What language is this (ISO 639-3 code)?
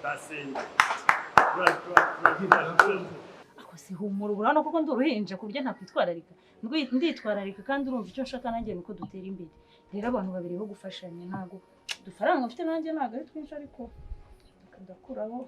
kin